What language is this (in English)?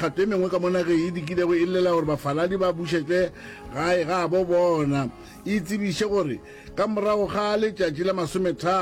Northern Sotho